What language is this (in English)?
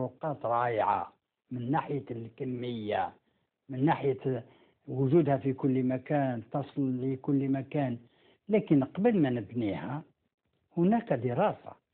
Algerian Arabic